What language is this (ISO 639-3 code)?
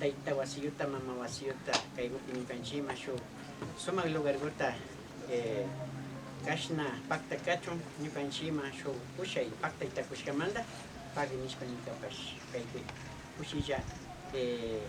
qvi